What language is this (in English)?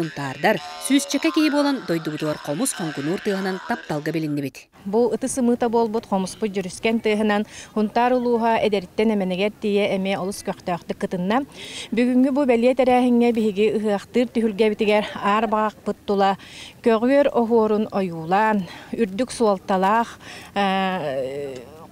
Yakut